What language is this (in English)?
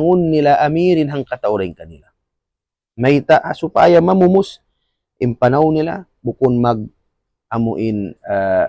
Tausug